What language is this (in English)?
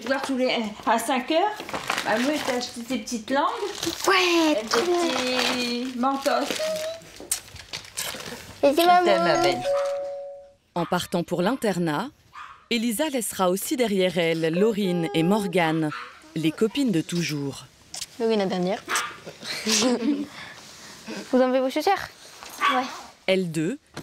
French